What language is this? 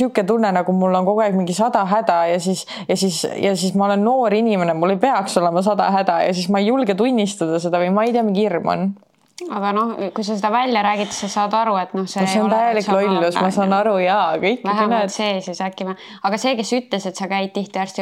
Estonian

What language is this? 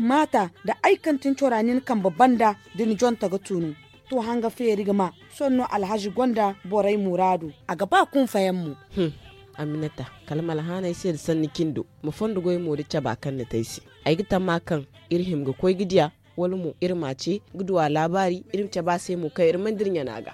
Zarma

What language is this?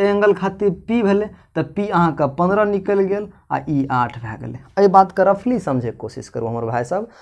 Maithili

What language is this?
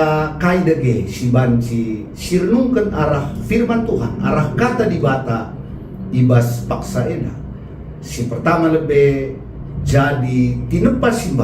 Batak Karo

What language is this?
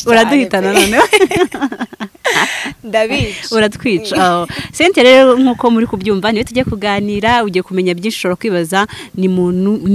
Kinyarwanda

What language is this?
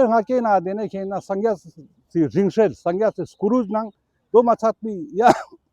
Ladakhi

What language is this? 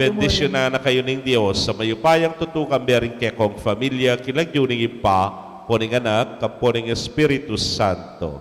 Pampanga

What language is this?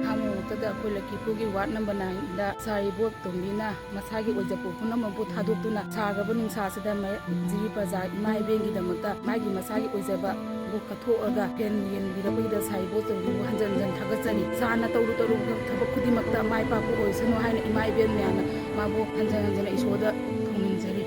Manipuri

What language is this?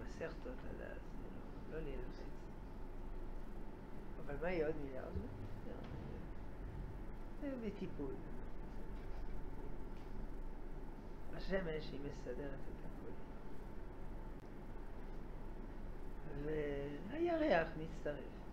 Hebrew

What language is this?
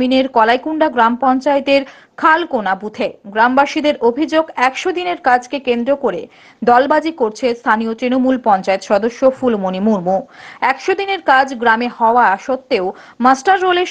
Bangla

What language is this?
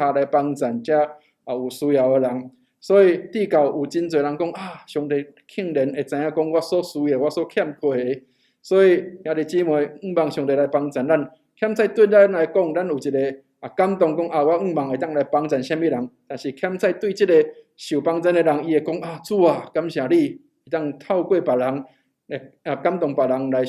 Min Nan Chinese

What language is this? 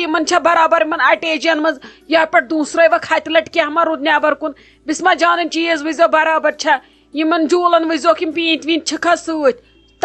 Kashmiri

